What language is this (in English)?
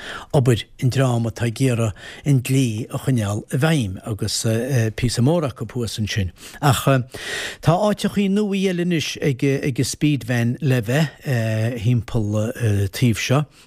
Irish